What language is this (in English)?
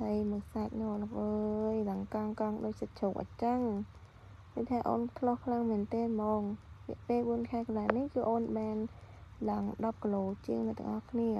Khmer